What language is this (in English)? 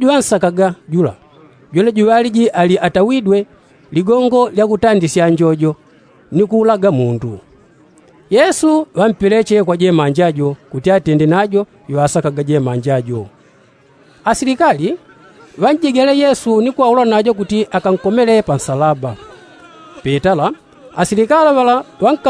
Yao